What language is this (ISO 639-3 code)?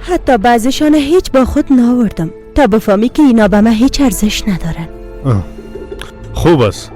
fas